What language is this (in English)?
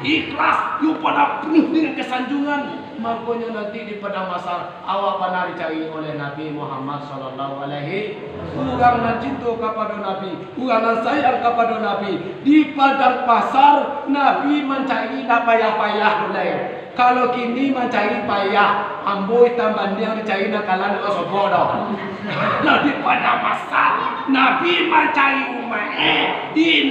Minangkabau